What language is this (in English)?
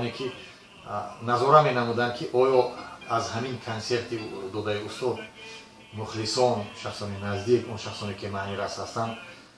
Tajik